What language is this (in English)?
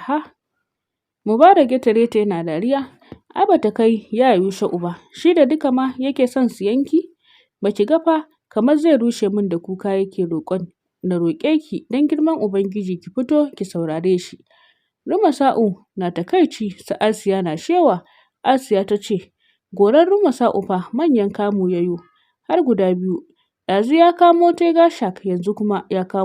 Hausa